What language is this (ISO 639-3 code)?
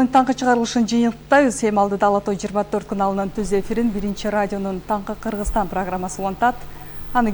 kir